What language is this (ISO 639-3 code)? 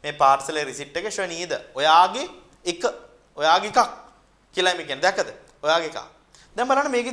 sin